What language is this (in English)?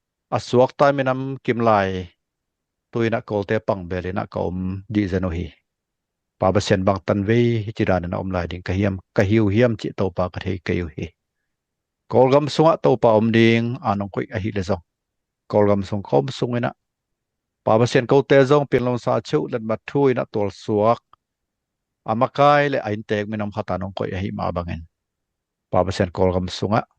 Tedim Chin